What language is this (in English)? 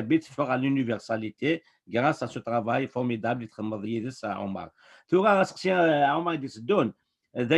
Kabyle